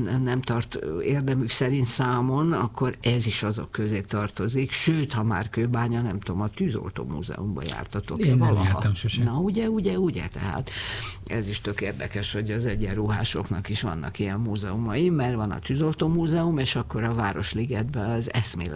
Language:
Hungarian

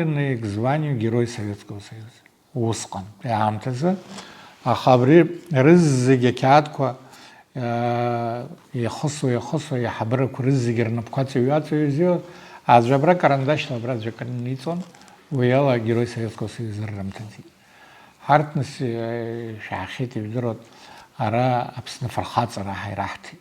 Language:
Abkhazian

